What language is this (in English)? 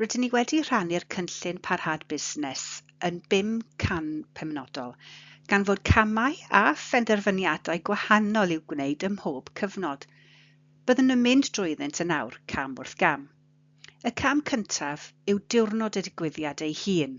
Welsh